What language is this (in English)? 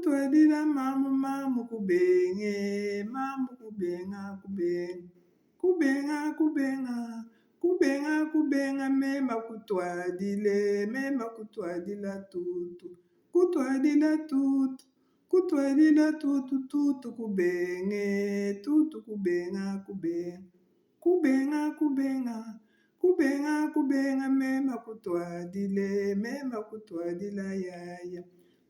Luba-Lulua